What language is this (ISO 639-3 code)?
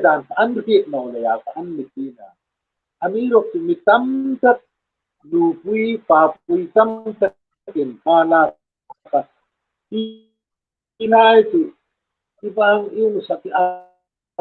hmr